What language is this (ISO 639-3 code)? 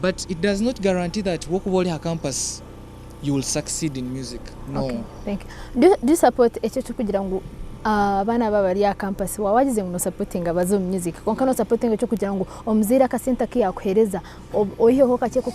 nyn